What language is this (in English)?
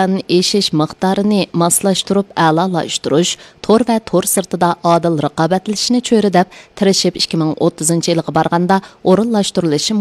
Uyghur